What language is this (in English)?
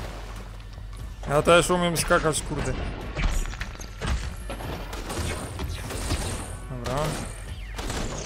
Polish